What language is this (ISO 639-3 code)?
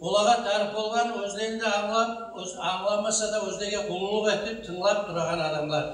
kum